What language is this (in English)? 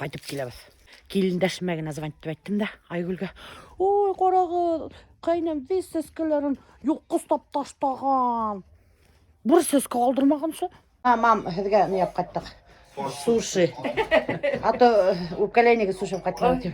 Bashkir